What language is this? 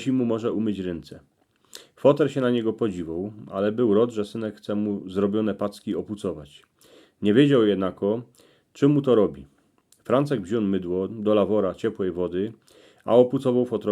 Silesian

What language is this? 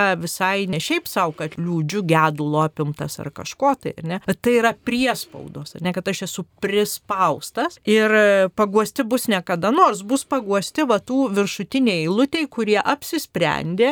Lithuanian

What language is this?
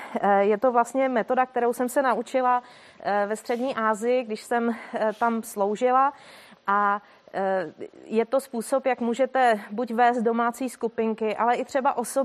Czech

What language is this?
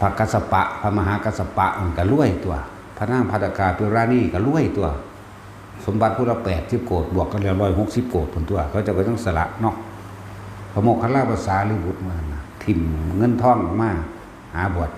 Northeastern Thai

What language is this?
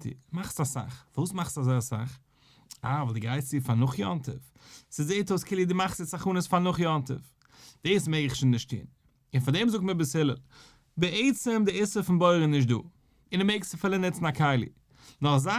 Yiddish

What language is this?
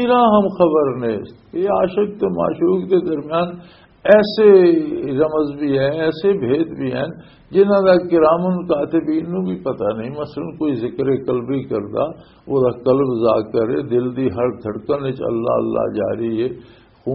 Western Panjabi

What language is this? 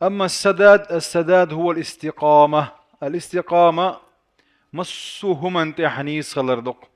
Chechen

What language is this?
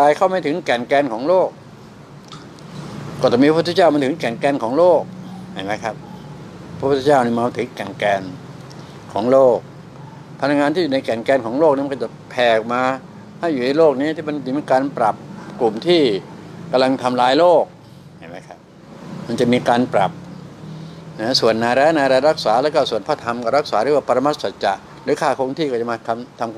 Thai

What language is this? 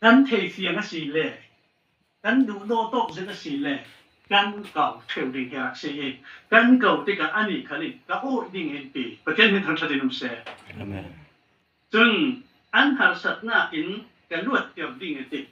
Falam Chin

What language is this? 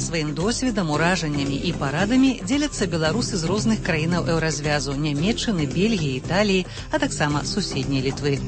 Belarusian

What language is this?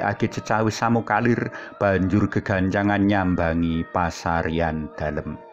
Javanese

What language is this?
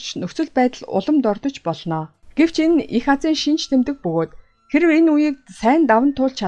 Mongolian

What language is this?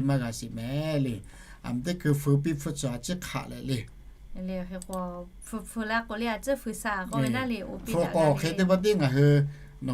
Lahu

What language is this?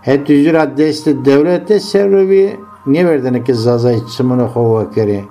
Zaza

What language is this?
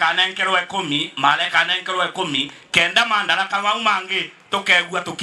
Meru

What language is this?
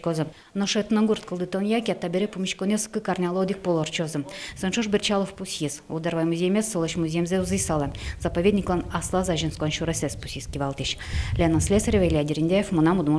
Udmurt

